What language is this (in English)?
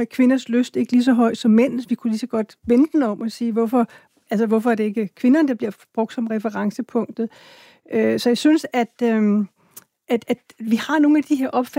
Danish